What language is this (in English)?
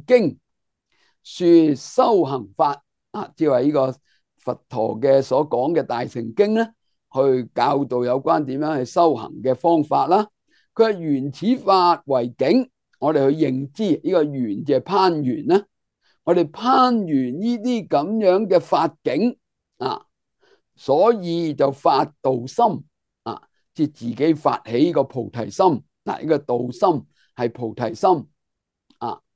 Cantonese